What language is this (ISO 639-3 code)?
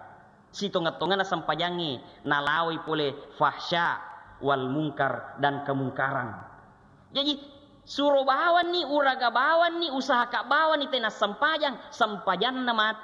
bug